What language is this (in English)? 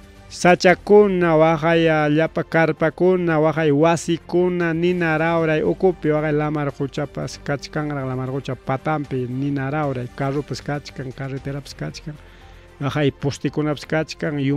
Ayacucho Quechua